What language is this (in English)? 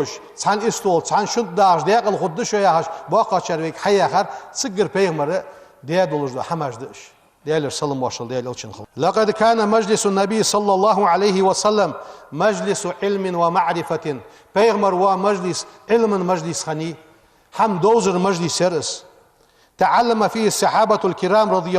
Ingush